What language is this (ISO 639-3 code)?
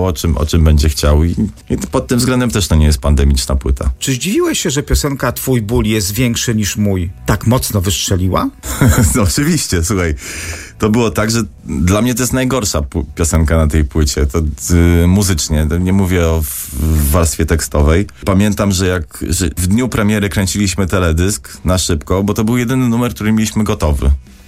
pol